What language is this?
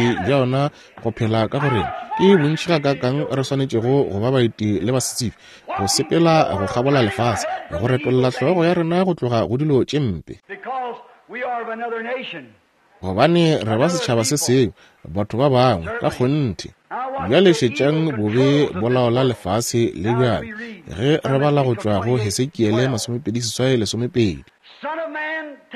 Northern Sotho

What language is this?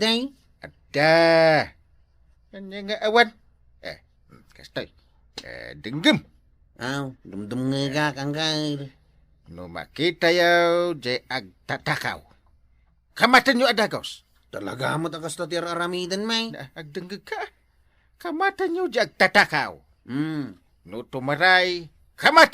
Iloko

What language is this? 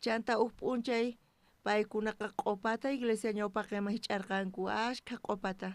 South Bolivian Quechua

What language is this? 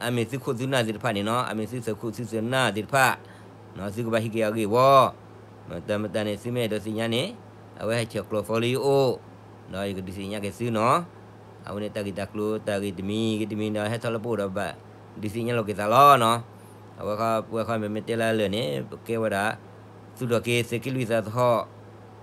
S'gaw Karen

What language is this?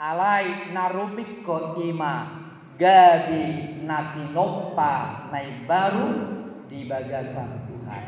Batak Toba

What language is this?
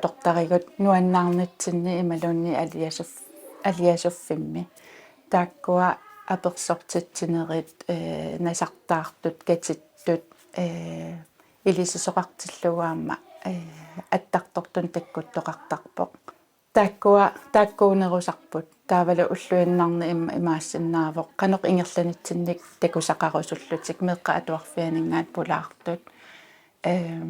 Kalaallisut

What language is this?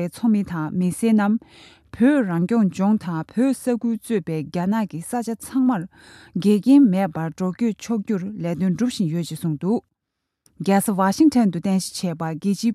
Tibetan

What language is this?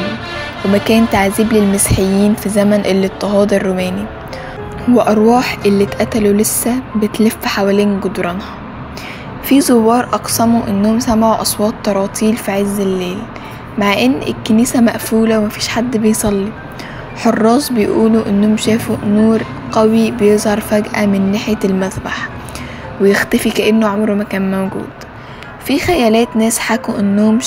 Egyptian Arabic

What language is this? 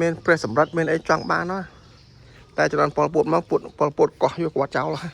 Khmer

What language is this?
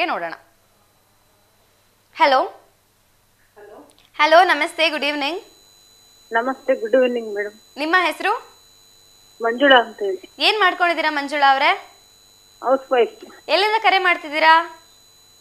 Kannada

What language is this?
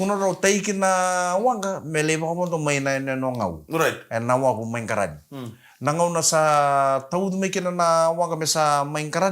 Fijian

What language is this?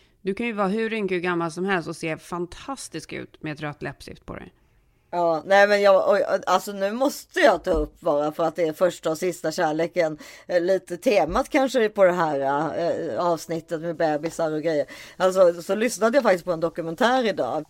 Swedish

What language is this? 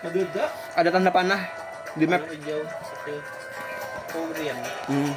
Banjar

